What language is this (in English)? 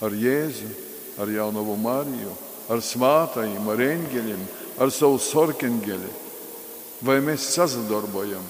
Latgalian